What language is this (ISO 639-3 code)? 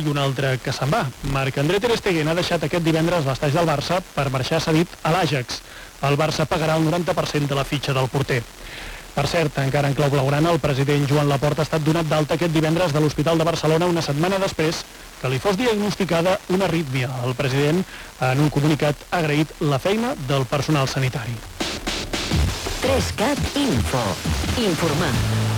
cat